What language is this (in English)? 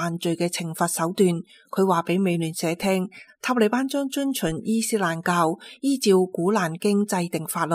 Cantonese